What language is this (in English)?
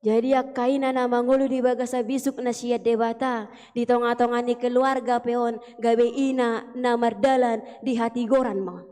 Batak Toba